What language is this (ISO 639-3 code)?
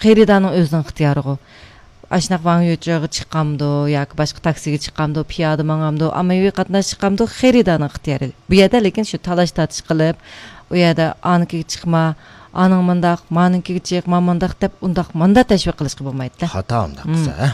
uig